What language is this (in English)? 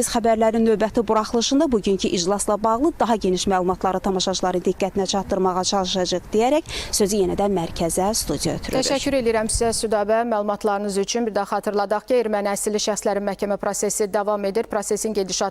Azerbaijani